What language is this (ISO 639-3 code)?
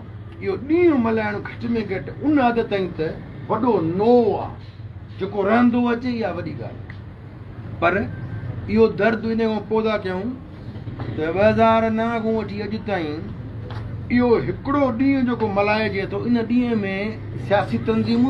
snd